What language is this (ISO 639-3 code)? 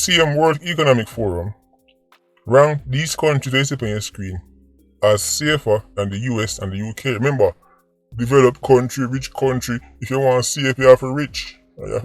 jam